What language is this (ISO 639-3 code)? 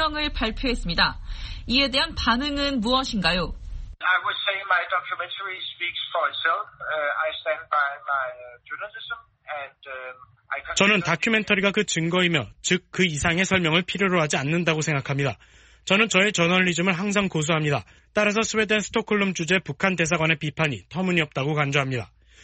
kor